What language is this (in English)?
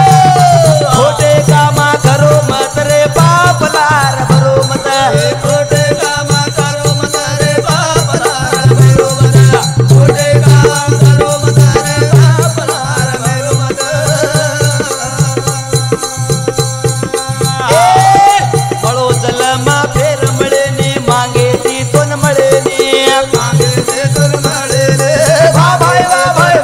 Lambadi